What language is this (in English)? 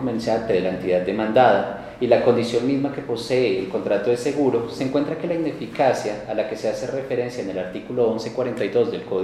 Spanish